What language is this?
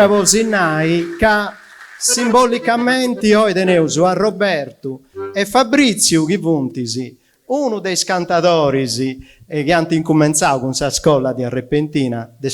Sardinian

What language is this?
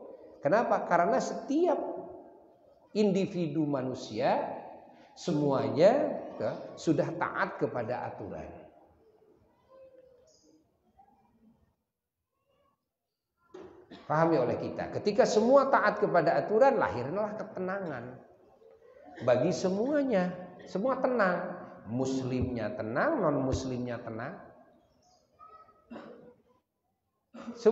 Indonesian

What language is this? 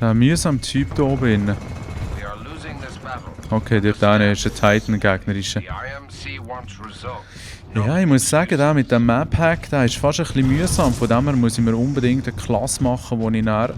Swiss German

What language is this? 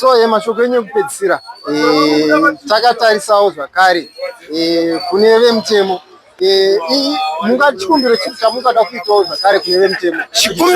Shona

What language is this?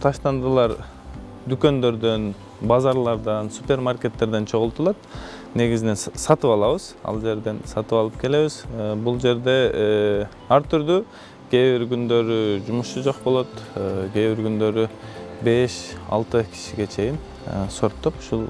Kyrgyz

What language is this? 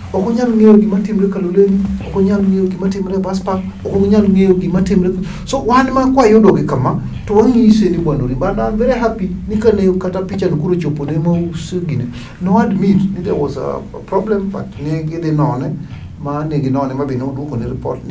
Luo (Kenya and Tanzania)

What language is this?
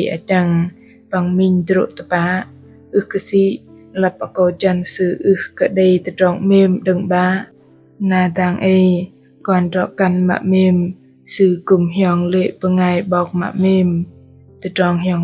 Bahnar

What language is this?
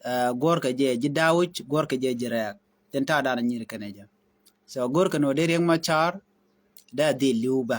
Nuer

